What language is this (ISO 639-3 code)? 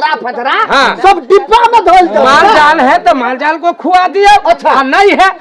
mai